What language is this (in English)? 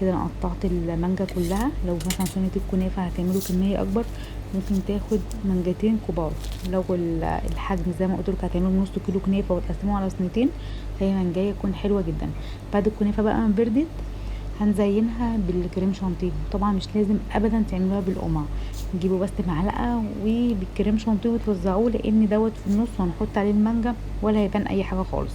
Egyptian Arabic